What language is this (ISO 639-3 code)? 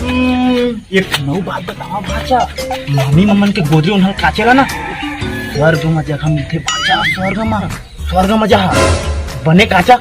hne